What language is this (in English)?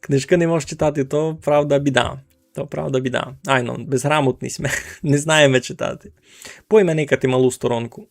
Rusyn